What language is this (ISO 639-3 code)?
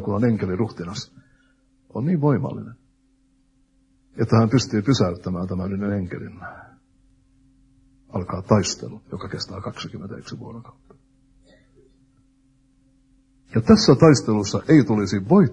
fin